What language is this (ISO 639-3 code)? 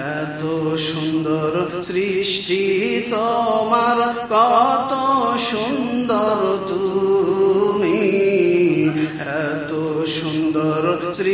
ben